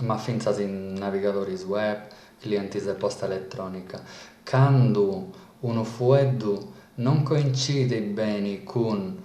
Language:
Sardinian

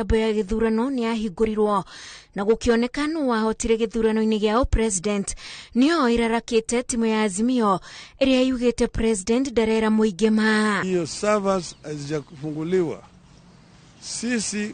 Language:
Kikuyu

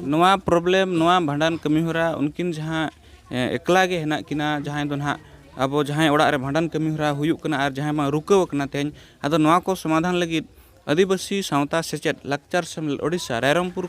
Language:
Santali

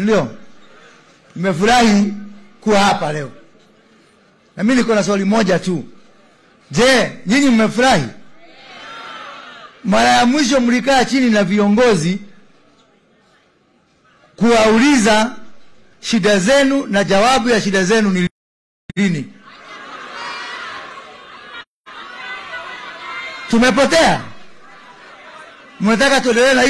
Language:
Swahili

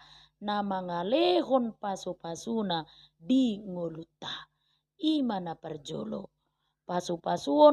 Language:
Batak Toba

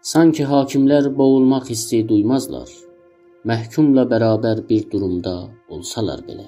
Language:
South Azerbaijani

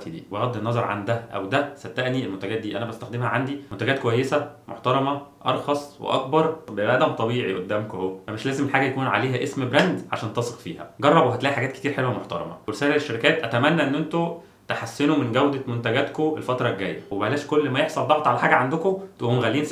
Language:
Egyptian Arabic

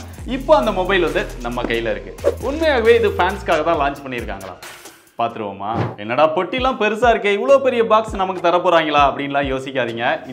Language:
Tamil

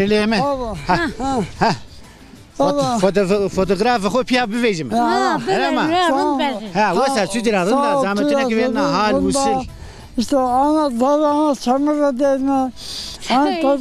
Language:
Zaza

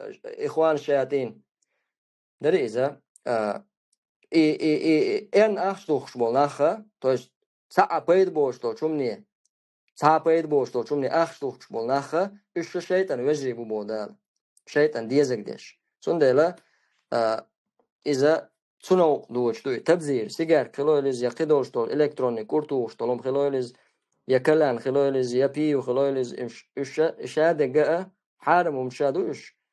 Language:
Chechen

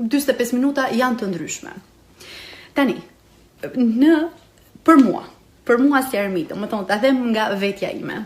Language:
Albanian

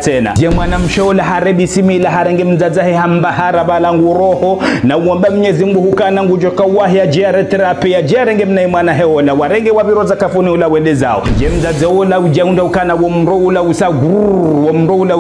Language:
Ngazidja Comorian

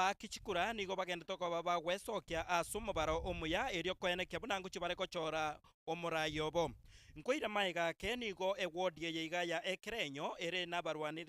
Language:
Gusii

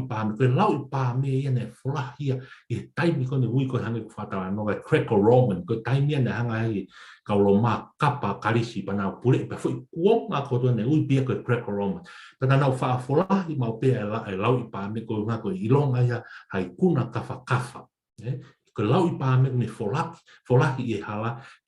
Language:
Tongan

